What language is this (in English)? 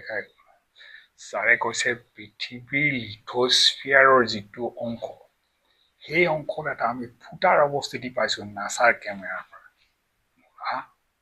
Assamese